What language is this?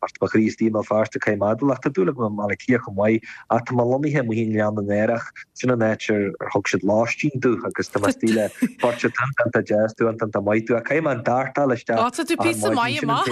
Irish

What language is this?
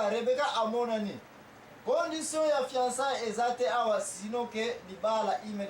Lingala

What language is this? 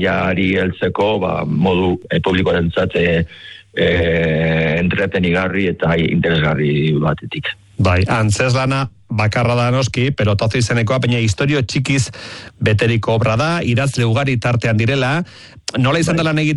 Basque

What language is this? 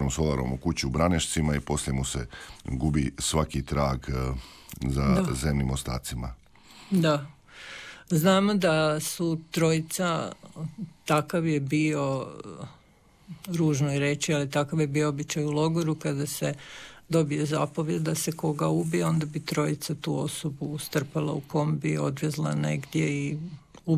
Croatian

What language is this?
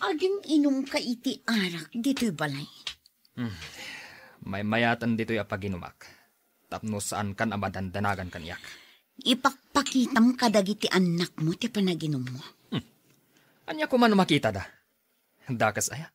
Iloko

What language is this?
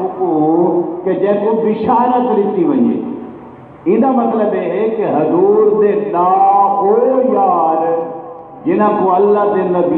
Saraiki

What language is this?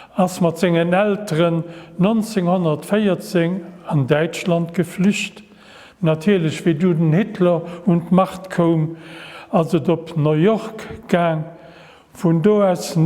Luxembourgish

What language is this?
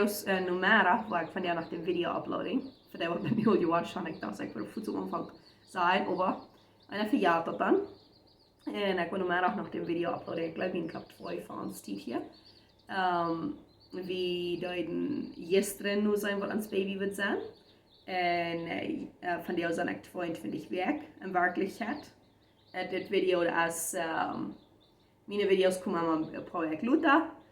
Plautdietsch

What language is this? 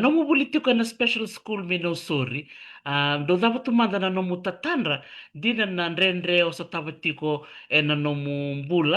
Fijian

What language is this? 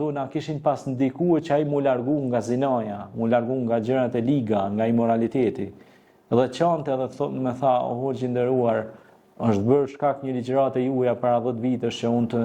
Albanian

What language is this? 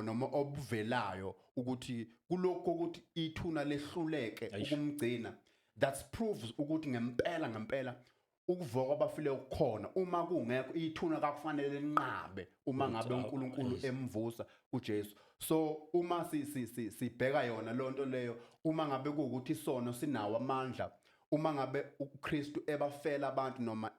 Zulu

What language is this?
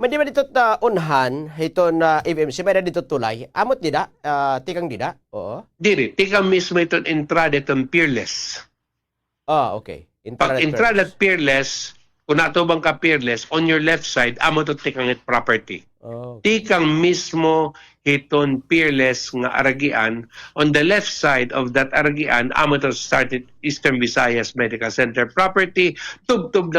Waray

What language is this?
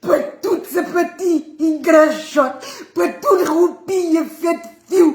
Kabuverdianu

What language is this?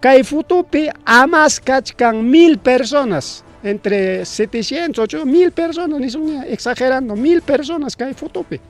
Ayacucho Quechua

